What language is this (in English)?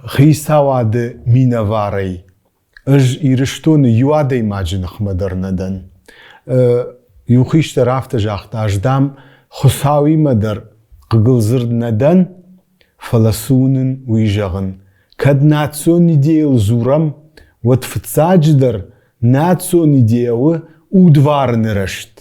Ossetic